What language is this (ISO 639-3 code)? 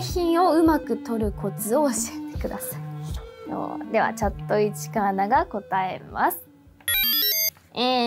jpn